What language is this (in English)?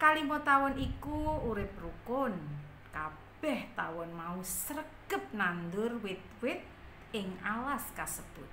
Javanese